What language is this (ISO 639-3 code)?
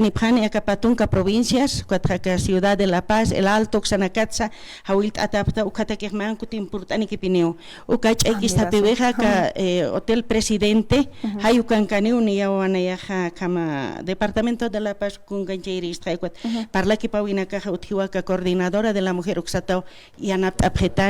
aym